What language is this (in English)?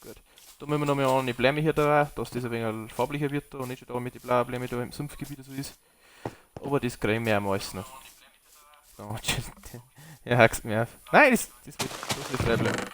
Bavarian